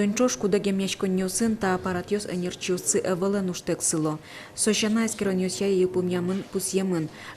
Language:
Udmurt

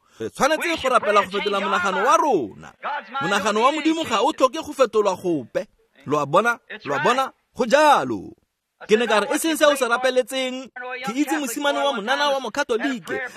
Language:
Tswana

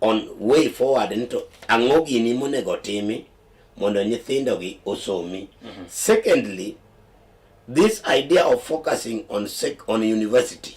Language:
Luo (Kenya and Tanzania)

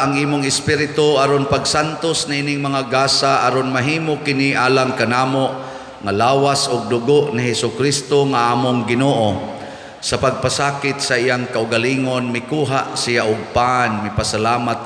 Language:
Cebuano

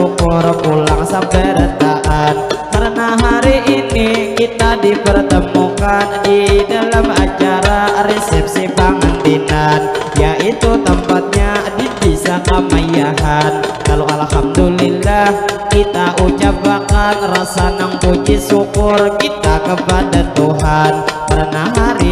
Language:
Banjar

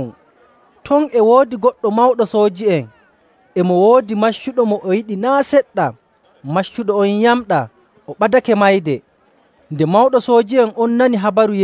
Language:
Nigerian Fulfulde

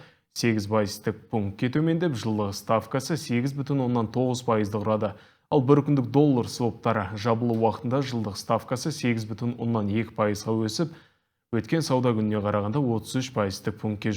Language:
Kazakh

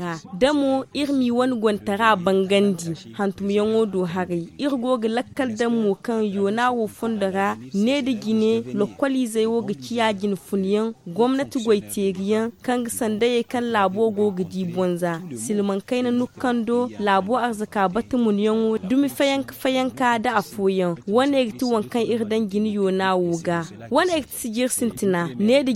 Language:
Zarma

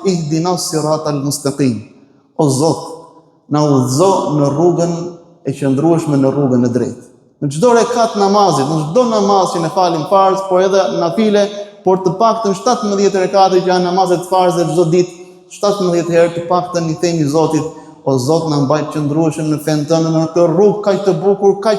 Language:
Albanian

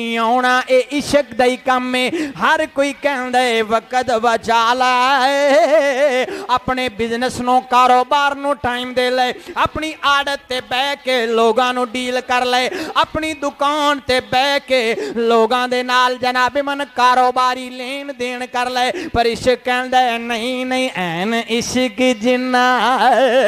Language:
Western Panjabi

